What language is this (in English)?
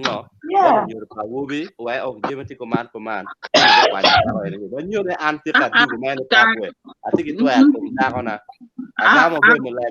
Acoli